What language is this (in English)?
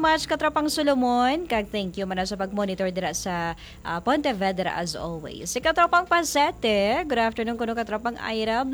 Hiligaynon